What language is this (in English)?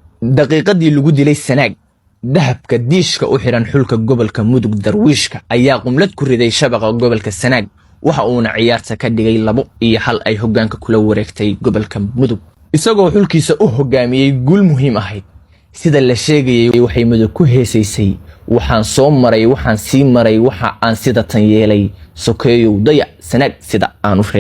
Somali